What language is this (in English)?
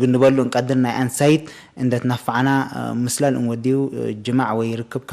Tigre